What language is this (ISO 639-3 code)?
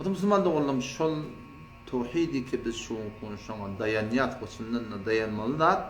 tuk